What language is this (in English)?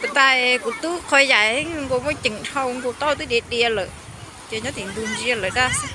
Hmong